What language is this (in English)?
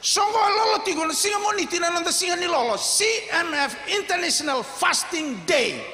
Fijian